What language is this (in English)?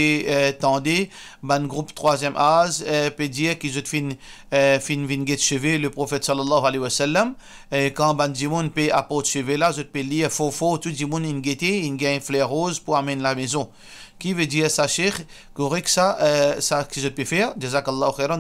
Morisyen